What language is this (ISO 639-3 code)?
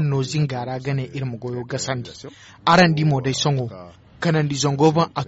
dje